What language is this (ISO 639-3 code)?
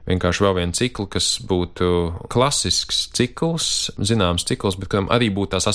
lav